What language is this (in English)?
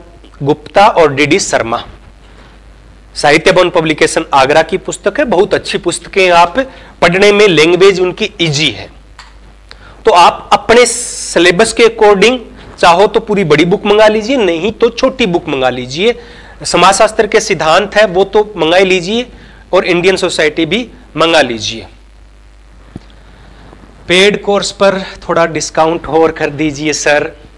Hindi